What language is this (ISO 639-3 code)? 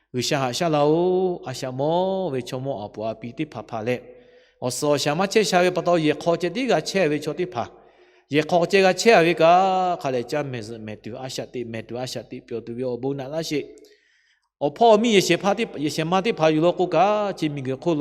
lhu